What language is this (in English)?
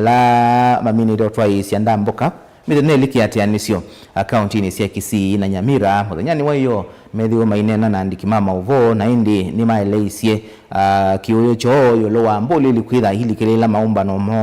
Kamba